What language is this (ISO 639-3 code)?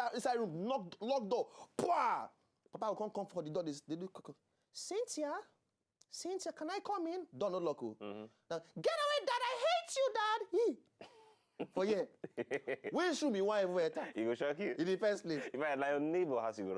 pcm